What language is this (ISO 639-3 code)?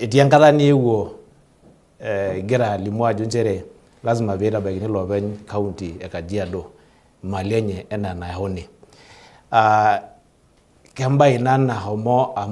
mas